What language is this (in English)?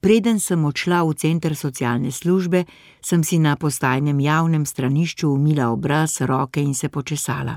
Slovenian